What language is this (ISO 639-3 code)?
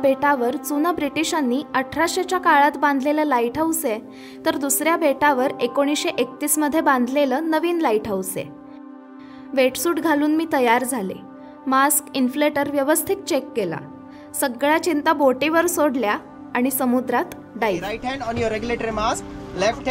mar